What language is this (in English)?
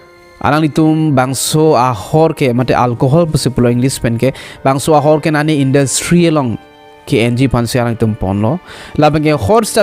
Karbi